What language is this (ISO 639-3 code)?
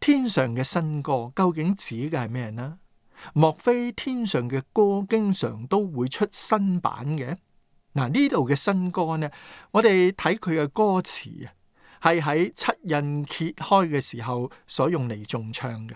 yue